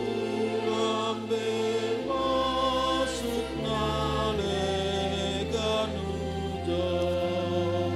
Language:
Batak Simalungun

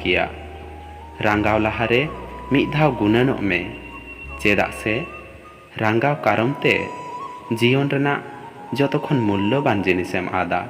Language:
Santali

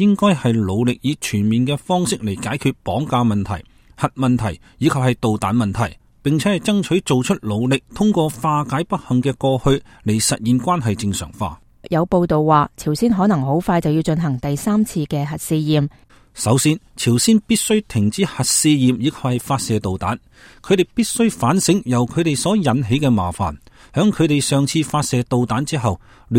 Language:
Cantonese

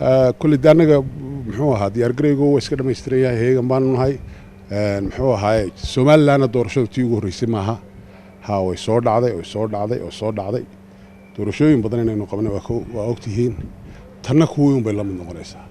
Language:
Somali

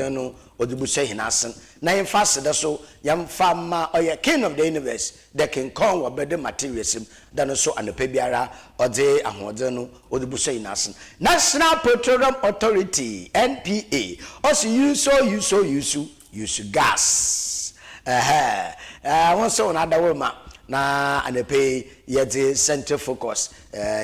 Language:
Akan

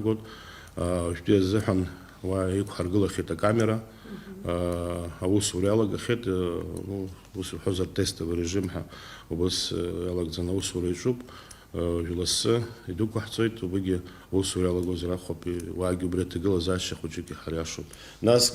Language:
Abkhazian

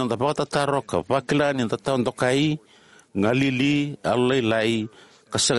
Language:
Fijian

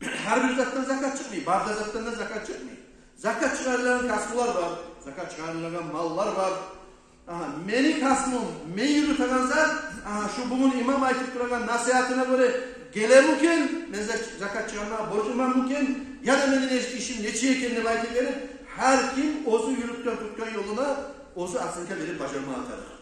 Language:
Kumyk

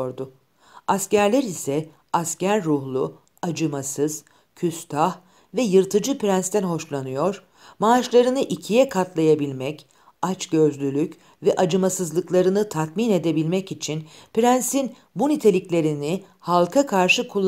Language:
Turkish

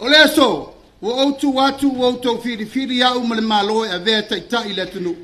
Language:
Samoan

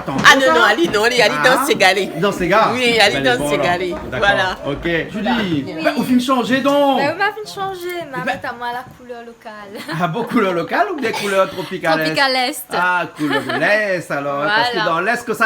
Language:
Réunion Creole French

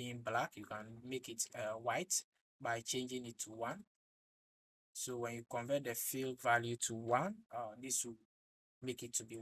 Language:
English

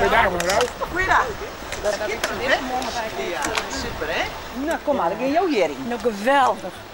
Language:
Western Frisian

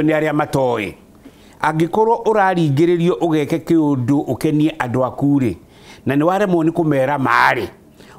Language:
Kikuyu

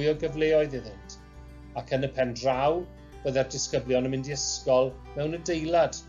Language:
Welsh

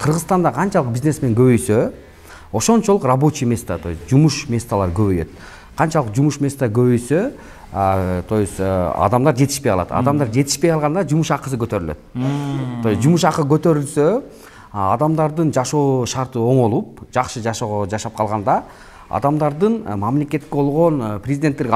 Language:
Kyrgyz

